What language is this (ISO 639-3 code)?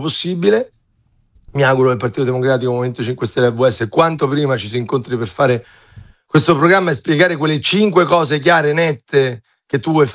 ita